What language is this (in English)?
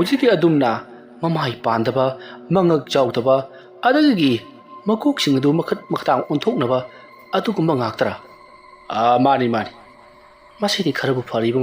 Manipuri